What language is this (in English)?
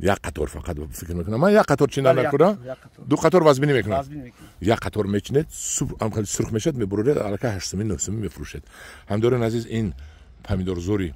Tajik